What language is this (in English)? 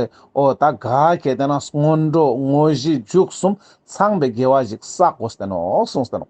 Ladakhi